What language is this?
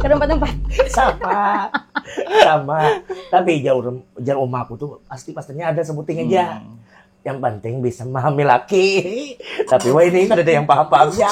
Banjar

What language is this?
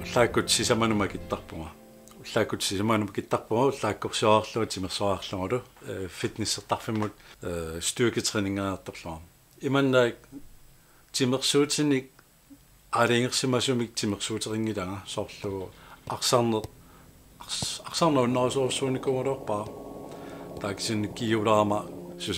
Kalaallisut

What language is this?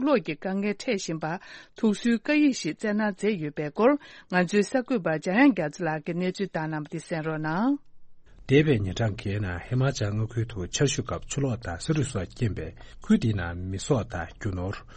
Tibetan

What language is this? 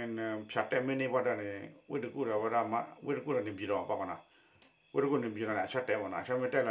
S'gaw Karen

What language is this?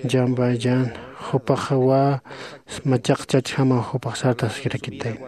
Aymara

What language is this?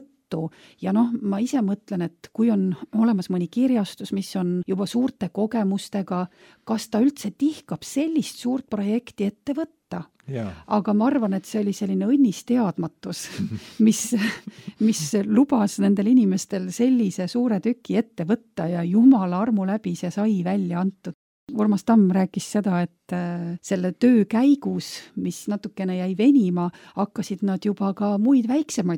Estonian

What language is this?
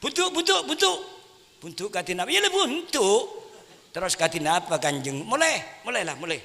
Madurese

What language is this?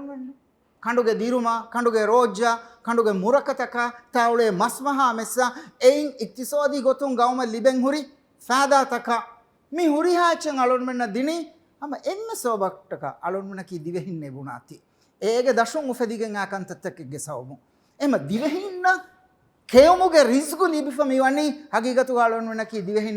Divehi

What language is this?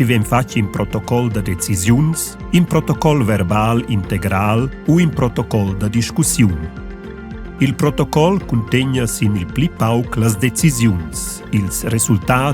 Romansh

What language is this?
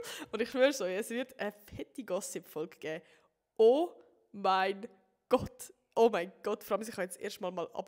Swiss German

